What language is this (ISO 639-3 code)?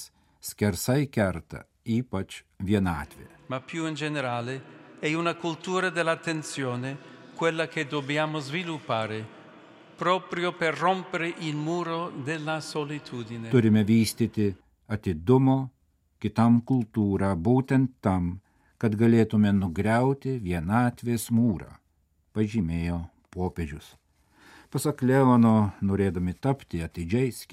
lit